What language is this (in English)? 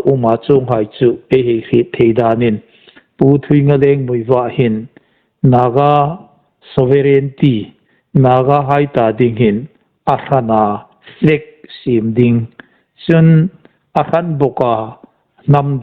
Hmar